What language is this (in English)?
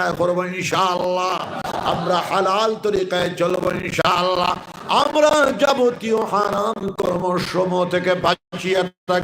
Sylheti